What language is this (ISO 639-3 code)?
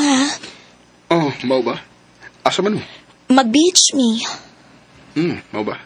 ceb